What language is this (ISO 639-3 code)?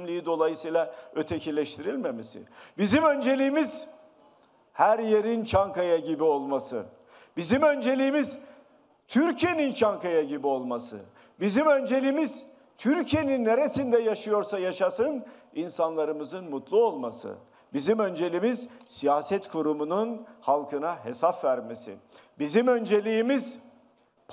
tur